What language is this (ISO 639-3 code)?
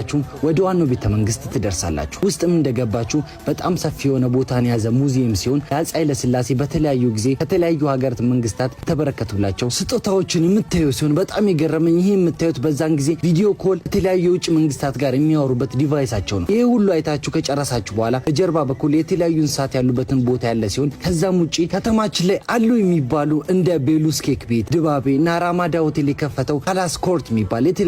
amh